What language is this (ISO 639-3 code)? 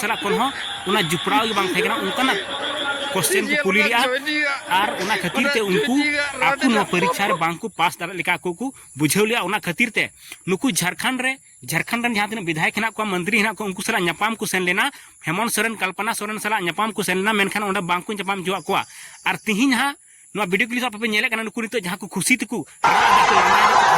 sat